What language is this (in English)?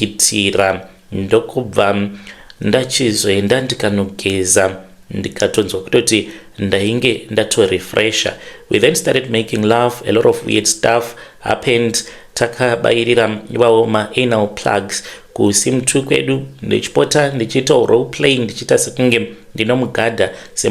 Shona